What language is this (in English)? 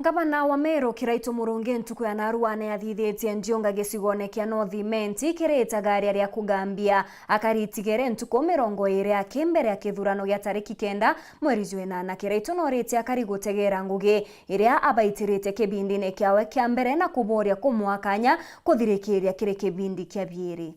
Meru